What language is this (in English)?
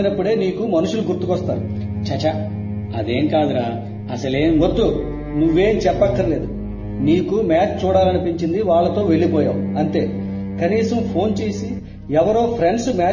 Telugu